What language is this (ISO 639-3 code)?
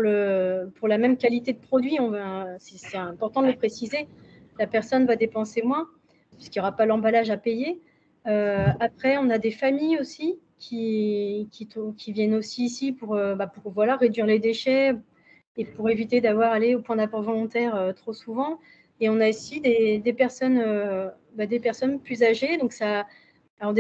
fra